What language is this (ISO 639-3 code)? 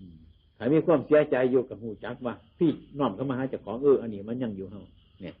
tts